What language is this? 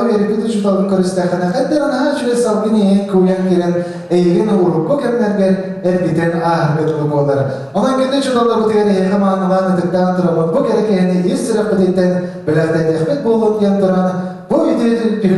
Yakut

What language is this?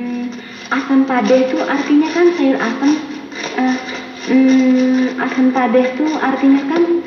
Minangkabau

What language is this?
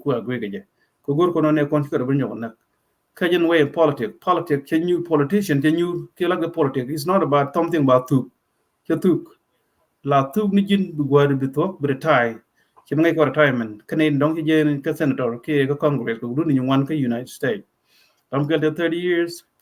Nuer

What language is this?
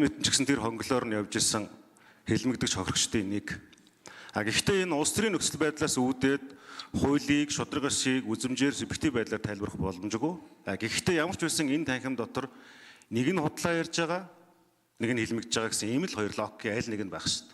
Mongolian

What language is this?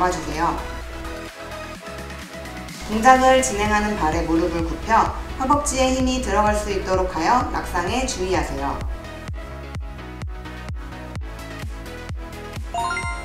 Korean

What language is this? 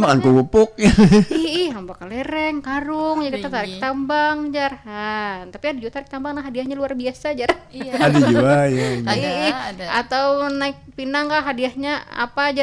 Banjar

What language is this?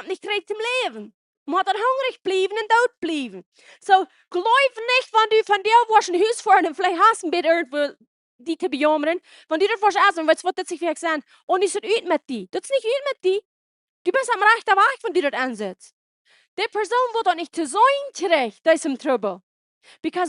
Plautdietsch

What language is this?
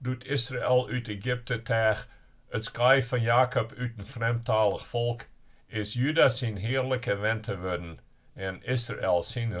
Western Frisian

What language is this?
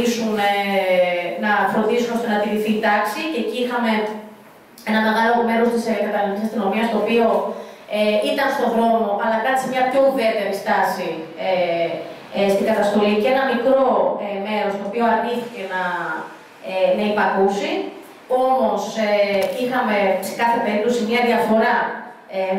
Greek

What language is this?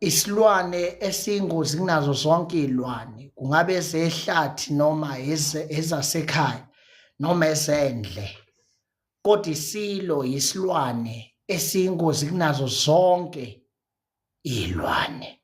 Zulu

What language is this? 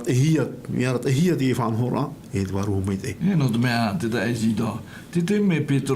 Tahitian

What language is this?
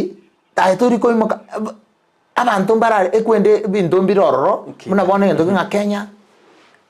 Gusii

